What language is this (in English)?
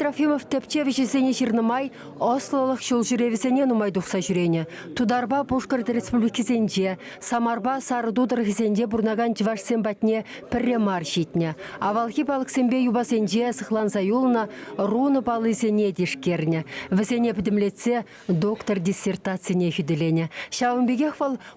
Chuvash